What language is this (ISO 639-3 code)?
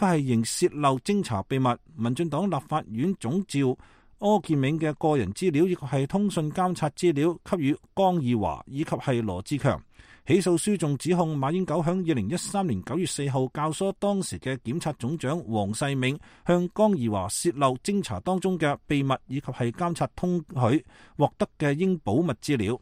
yue